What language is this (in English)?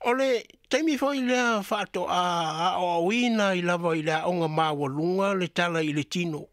Samoan